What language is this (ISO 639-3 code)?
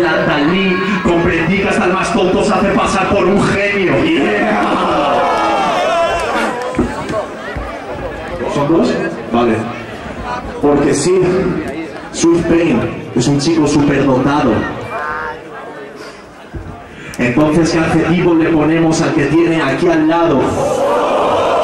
spa